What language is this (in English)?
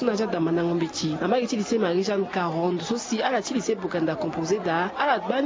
Sango